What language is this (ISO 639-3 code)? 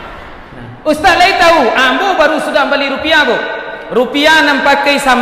min